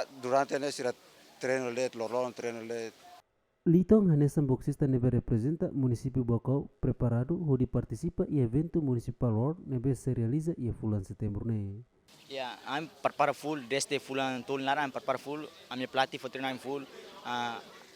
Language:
Tetum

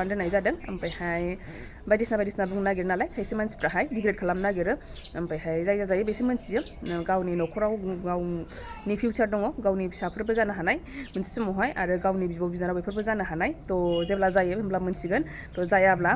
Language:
Bodo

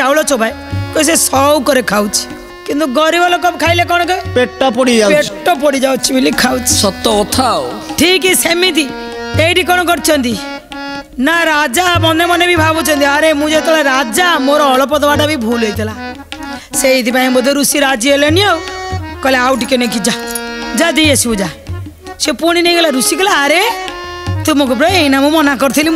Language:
Odia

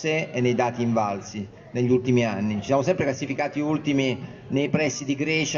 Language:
Italian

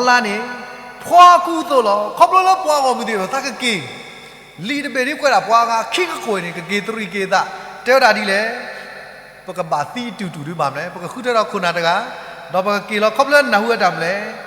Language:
S'gaw Karen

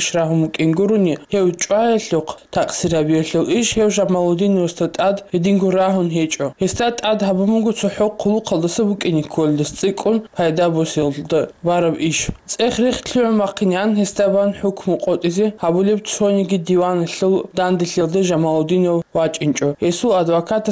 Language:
Avaric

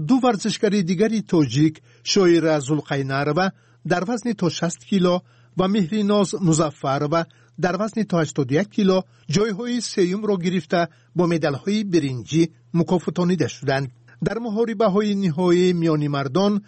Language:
Tajik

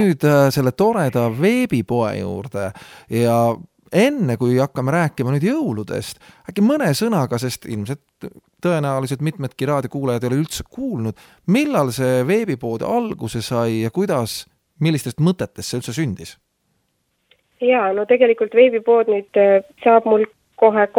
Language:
Estonian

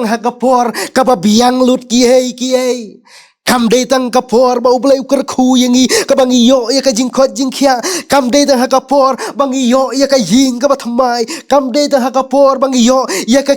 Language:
Khasi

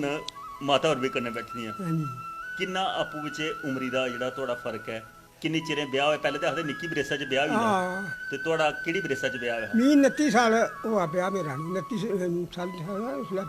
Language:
Dogri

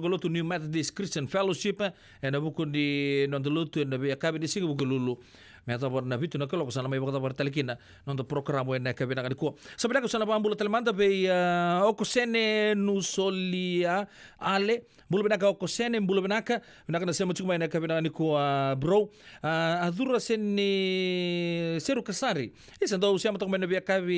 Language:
Fijian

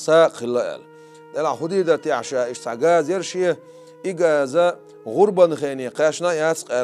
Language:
Chechen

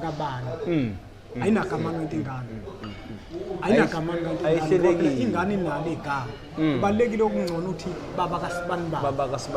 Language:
Zulu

